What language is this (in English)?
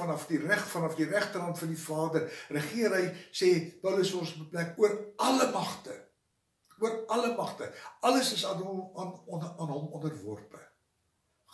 Afrikaans